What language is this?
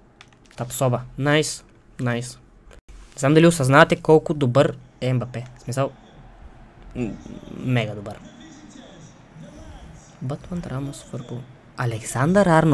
Bulgarian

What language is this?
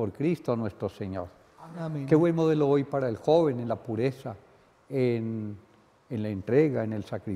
Spanish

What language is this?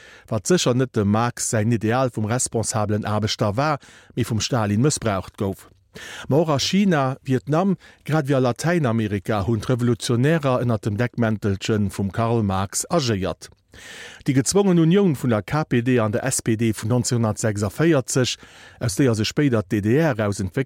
Luxembourgish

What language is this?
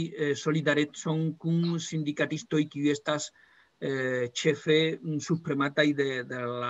Esperanto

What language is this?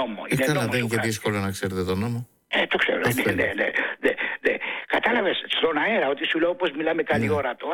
Greek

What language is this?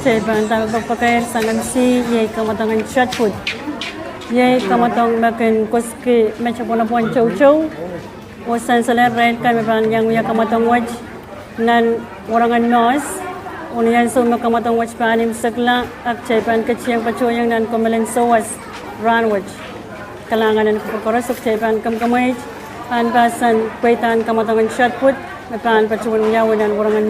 Pohnpeian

